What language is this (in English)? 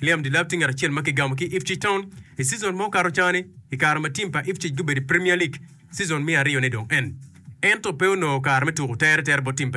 Acoli